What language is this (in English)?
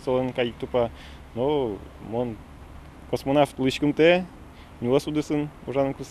Udmurt